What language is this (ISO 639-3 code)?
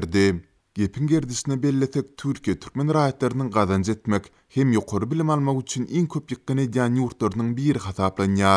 tuk